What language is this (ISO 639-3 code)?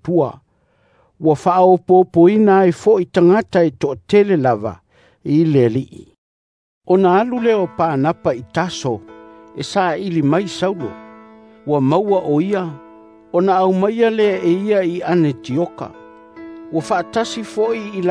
smo